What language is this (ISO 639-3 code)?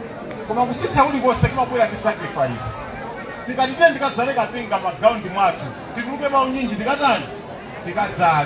nya